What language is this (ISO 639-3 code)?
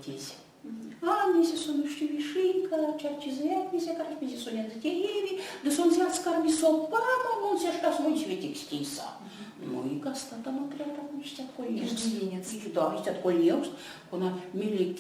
myv